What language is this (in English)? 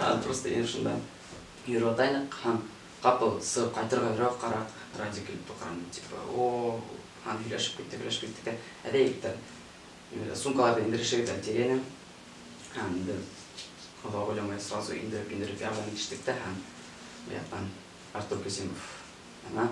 Bashkir